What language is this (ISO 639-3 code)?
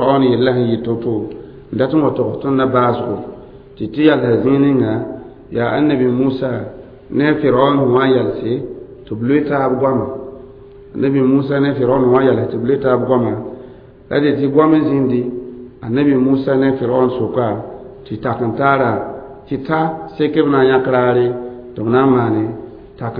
mos